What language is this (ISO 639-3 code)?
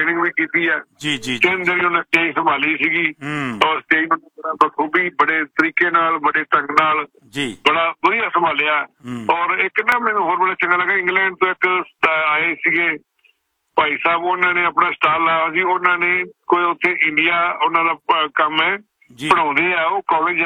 pan